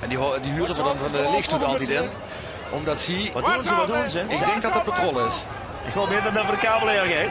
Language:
Limburgish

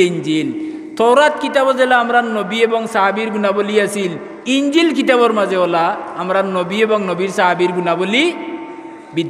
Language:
Sylheti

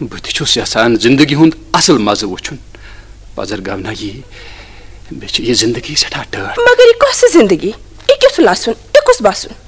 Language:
Kashmiri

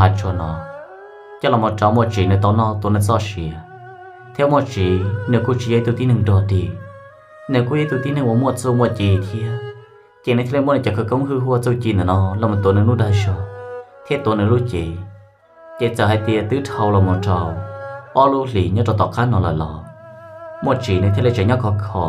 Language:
Hmong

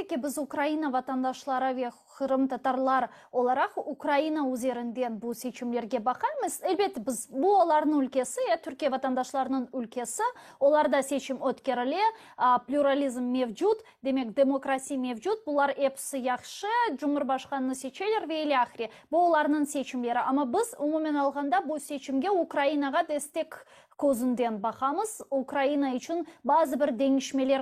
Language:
Crimean Tatar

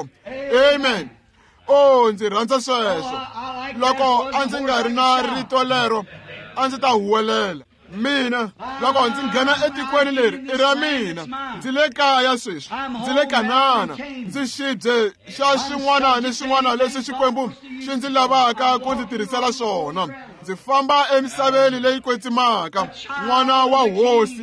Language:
Tsonga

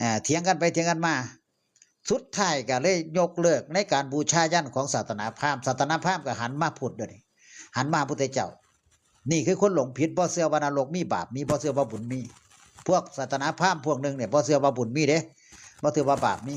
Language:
Northeastern Thai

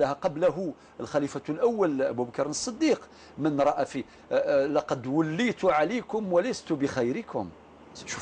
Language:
Algerian Arabic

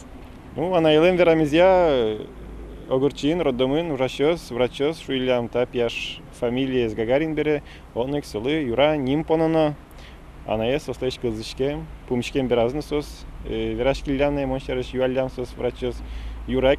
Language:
Udmurt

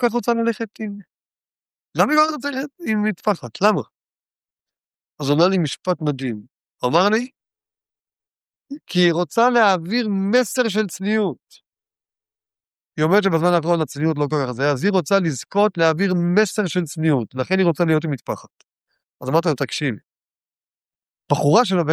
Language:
Hebrew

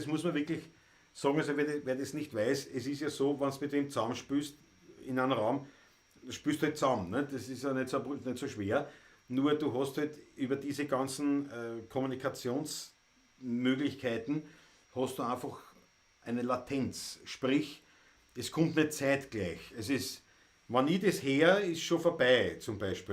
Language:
Bavarian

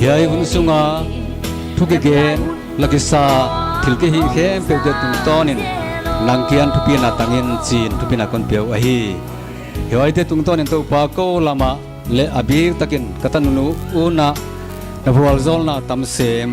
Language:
Paite Chin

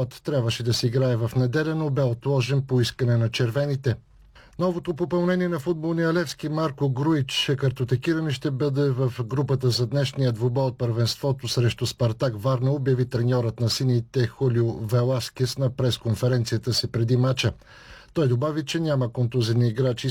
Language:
Bulgarian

